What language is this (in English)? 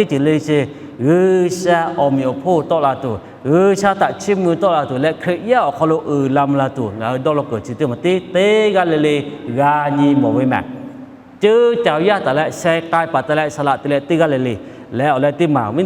Lahu